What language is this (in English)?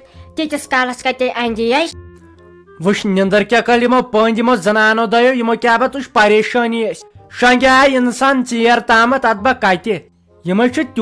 Kashmiri